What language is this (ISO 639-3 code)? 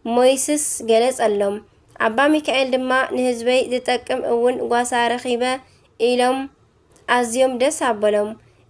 tir